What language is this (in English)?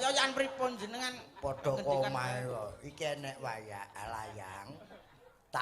Javanese